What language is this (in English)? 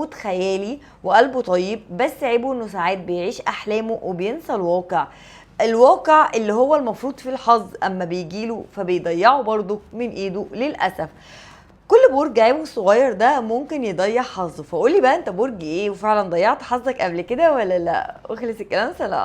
Egyptian Arabic